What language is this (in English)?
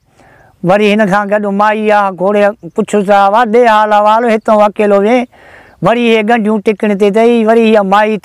Sindhi